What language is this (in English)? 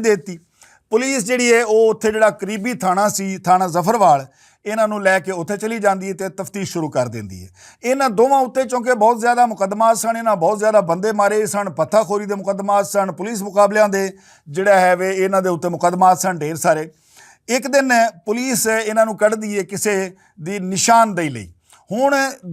Western Panjabi